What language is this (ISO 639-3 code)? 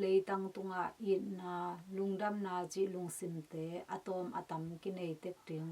ctd